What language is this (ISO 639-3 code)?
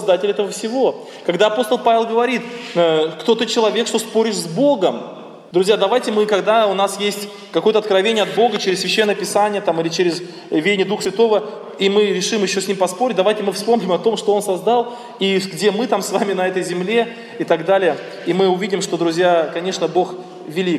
rus